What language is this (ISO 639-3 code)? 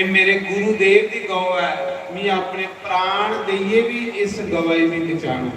doi